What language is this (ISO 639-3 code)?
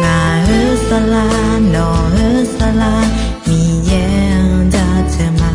ahk